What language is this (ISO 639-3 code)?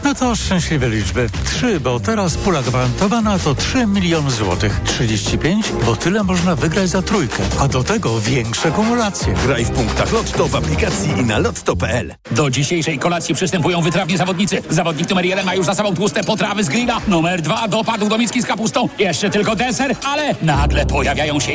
pol